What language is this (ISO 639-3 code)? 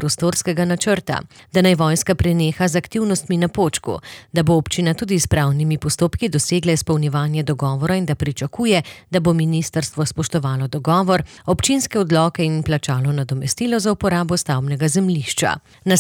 slv